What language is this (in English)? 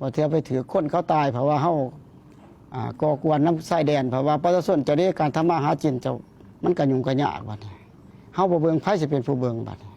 Lao